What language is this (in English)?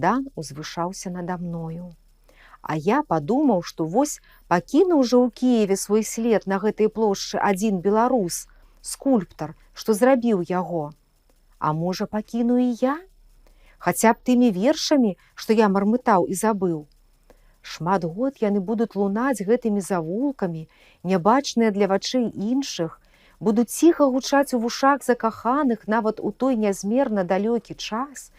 Belarusian